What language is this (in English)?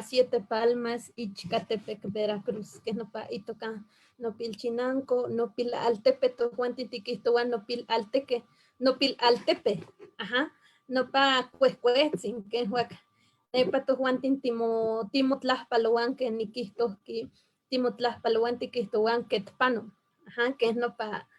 Eastern Huasteca Nahuatl